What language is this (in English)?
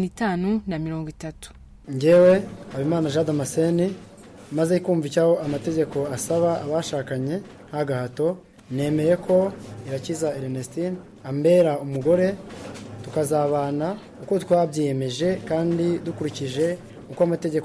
Kinyarwanda